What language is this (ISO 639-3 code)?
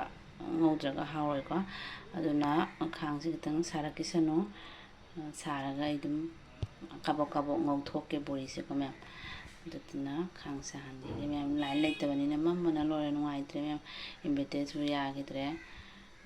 mni